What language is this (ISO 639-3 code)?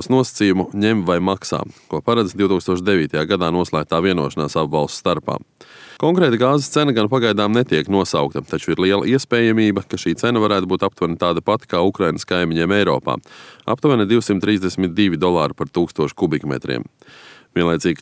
lav